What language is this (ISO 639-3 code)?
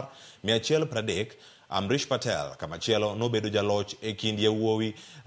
luo